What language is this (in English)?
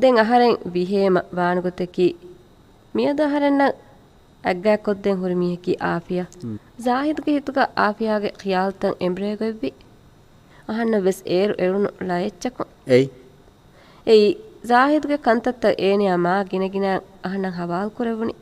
Divehi